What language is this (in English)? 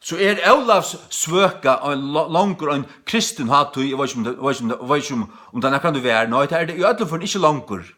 Faroese